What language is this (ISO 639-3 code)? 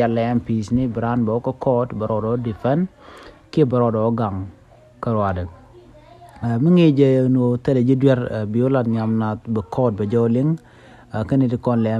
nus